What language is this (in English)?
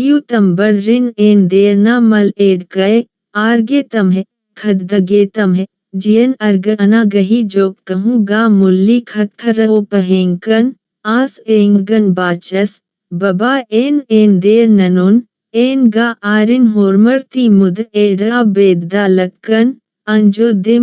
Kurukh